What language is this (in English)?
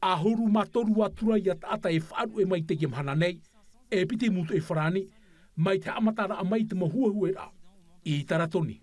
Tahitian